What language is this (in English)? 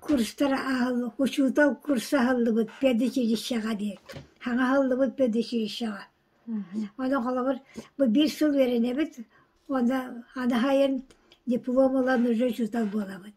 Yakut